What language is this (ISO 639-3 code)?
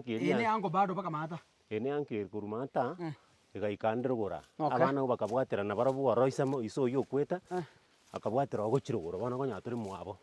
guz